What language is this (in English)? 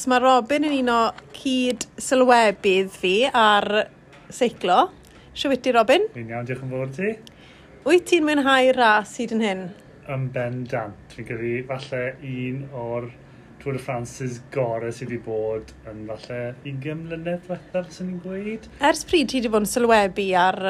Welsh